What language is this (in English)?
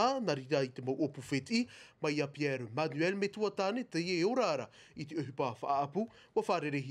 Tahitian